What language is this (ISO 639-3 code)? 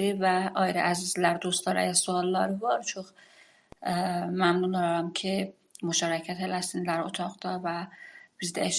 azb